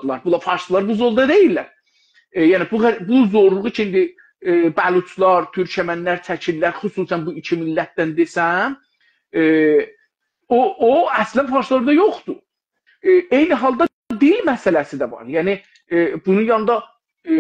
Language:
South Azerbaijani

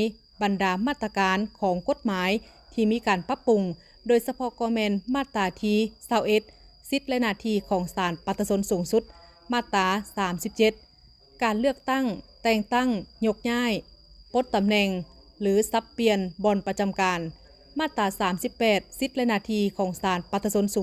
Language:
Lao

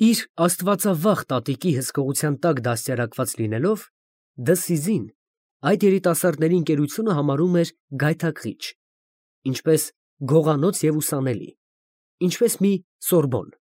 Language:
Armenian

